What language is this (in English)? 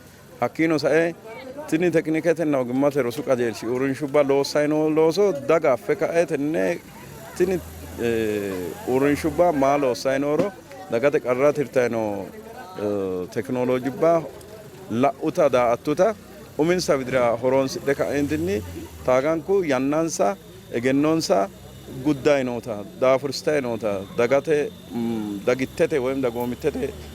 Sidamo